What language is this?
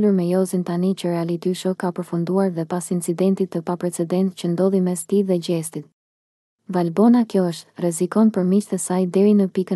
Albanian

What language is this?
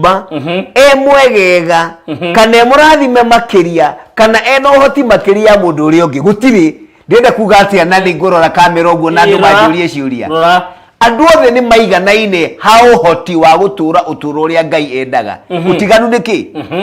Kikuyu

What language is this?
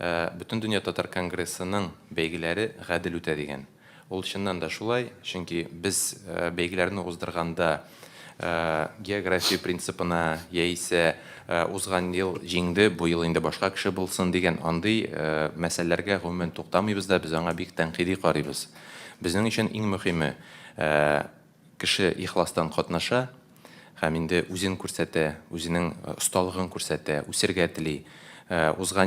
Tatar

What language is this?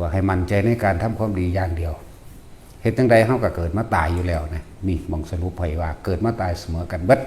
Northeastern Thai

